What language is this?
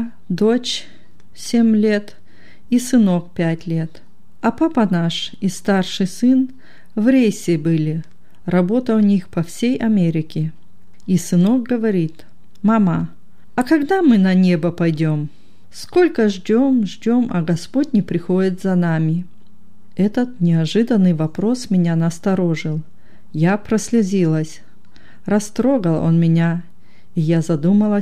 Russian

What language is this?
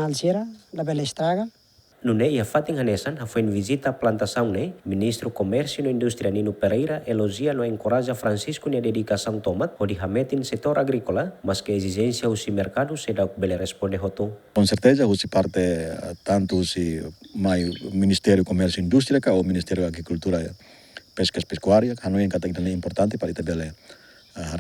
Tetum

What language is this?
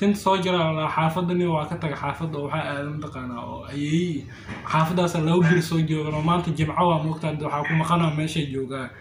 Somali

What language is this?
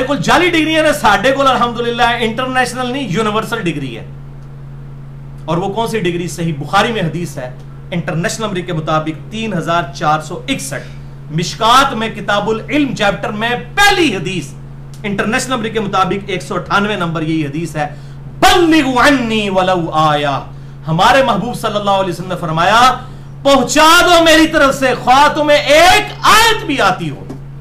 Urdu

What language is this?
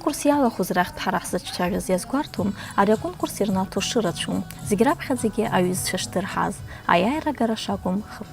Abkhazian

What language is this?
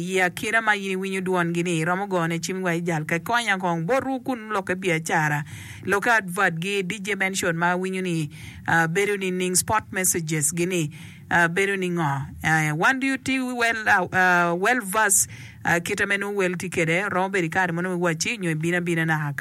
Acoli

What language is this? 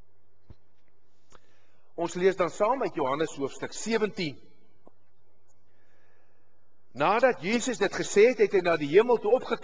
Afrikaans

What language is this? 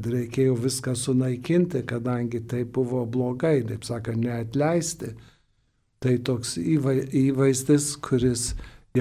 Lithuanian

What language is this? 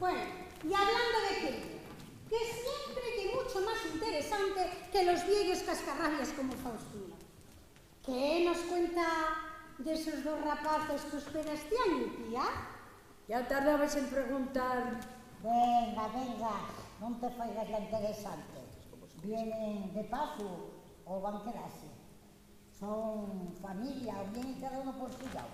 Asturian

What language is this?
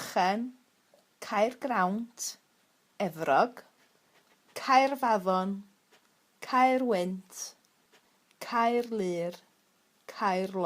Welsh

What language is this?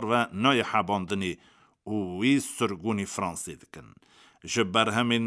Kurdish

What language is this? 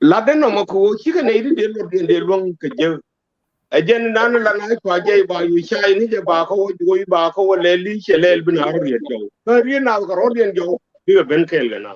Nuer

